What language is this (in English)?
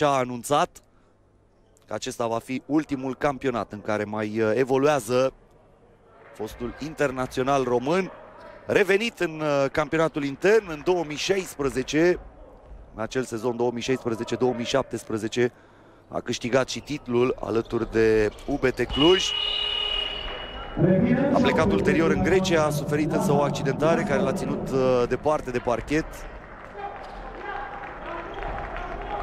Romanian